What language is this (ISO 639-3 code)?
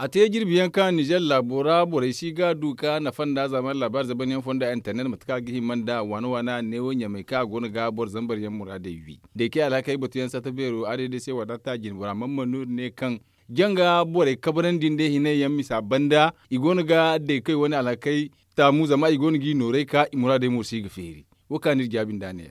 dje